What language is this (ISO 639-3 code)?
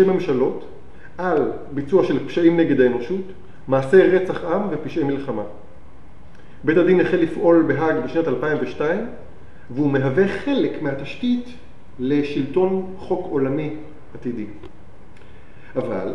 heb